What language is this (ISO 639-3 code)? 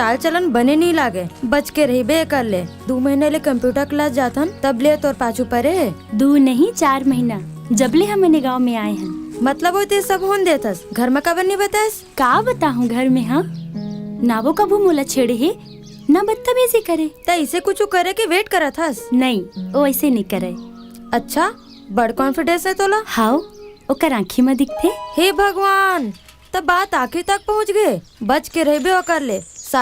hne